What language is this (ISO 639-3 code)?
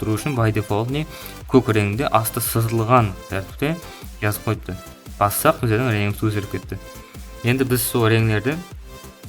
kaa